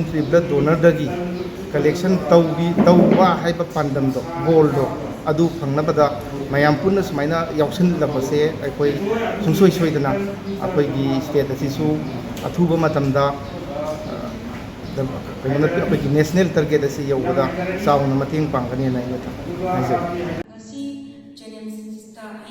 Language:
Manipuri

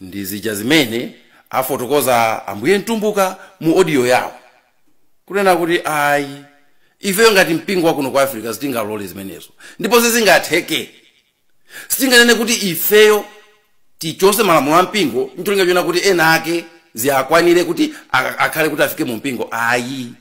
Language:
Nyanja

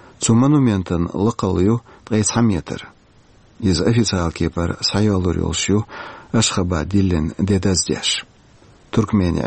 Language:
Chechen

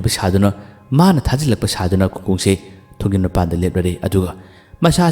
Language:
Manipuri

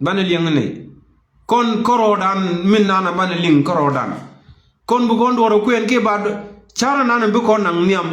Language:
Nuer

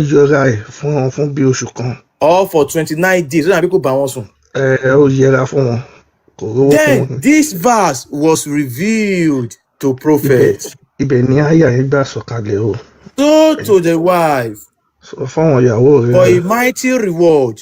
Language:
Yoruba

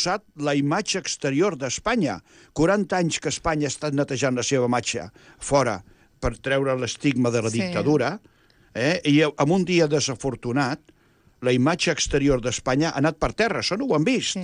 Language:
Catalan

